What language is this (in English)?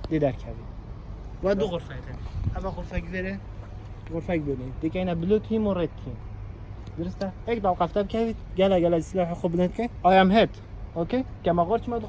Kurdish